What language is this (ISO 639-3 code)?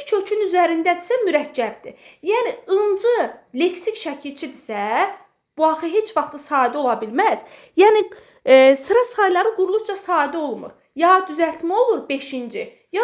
aze